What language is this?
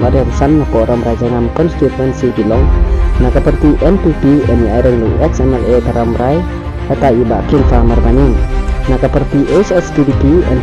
Khasi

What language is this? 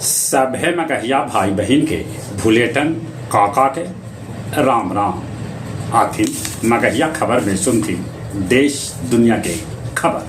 Magahi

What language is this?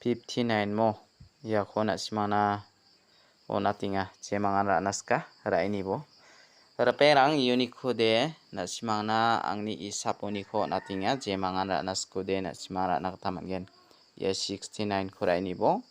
Garo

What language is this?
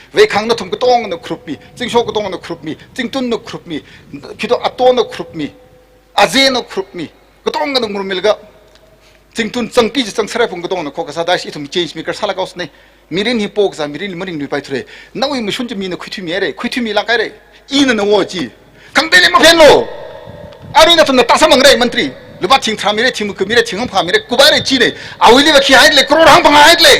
Tangkhul Naga (India)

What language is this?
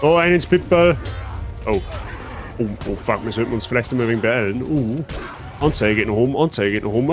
Bavarian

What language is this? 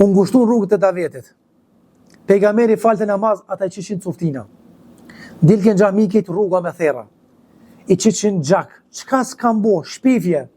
Albanian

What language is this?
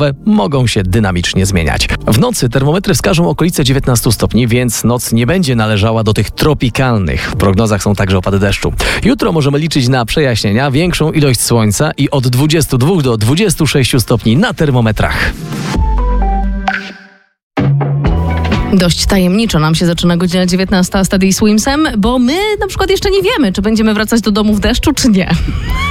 Polish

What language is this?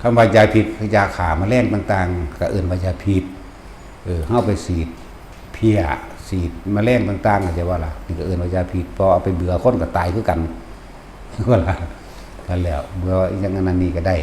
Northeastern Thai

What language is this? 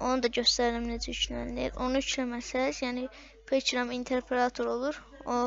Azerbaijani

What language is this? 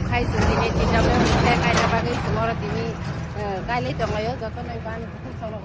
Kok Borok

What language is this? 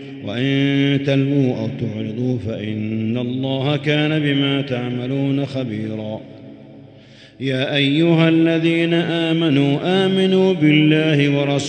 Arabic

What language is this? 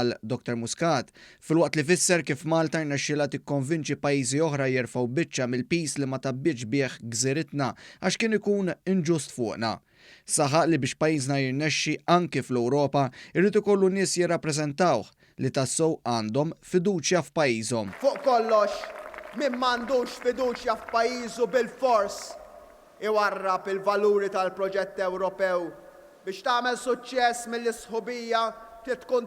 Maltese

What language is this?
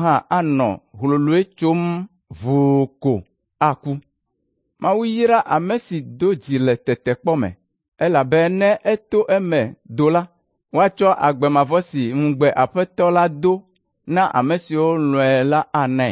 Ewe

